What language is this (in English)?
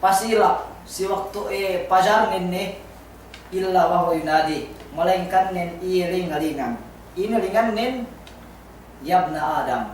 Yakan